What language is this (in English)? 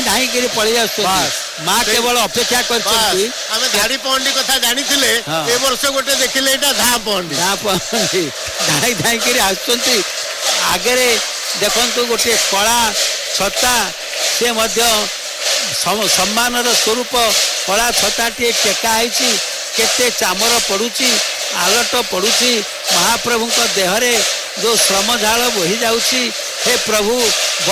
Odia